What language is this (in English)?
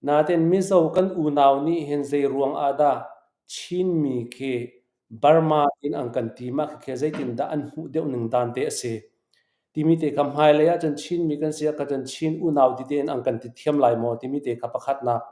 Hakha Chin